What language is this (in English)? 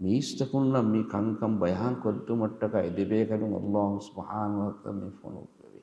Divehi